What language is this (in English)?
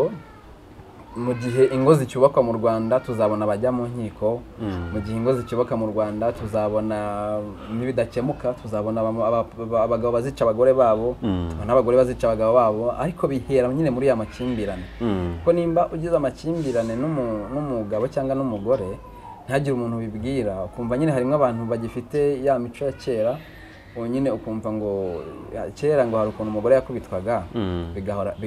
Kinyarwanda